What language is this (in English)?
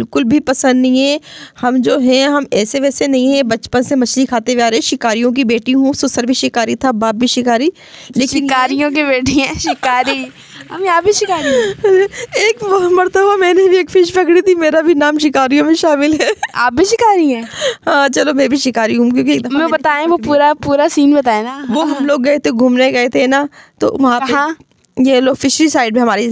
Hindi